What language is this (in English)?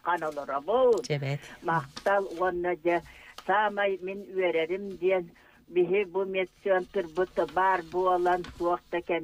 Yakut